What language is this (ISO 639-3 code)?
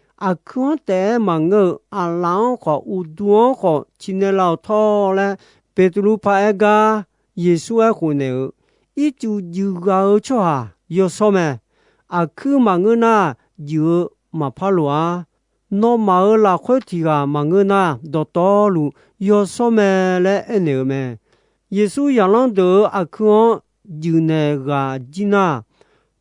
ahk